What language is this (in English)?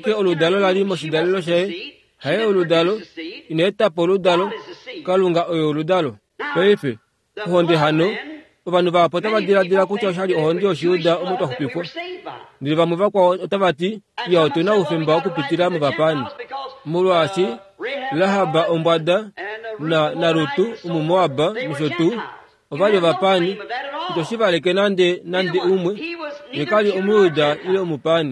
Kuanyama